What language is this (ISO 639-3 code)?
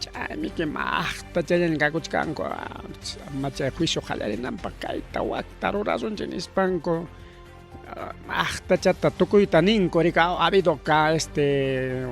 quy